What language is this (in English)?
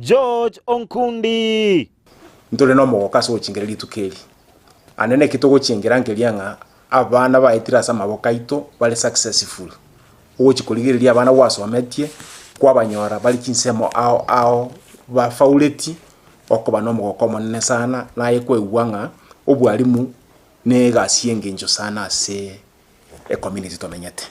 Gusii